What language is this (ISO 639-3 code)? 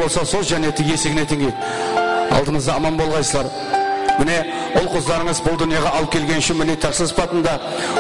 kaa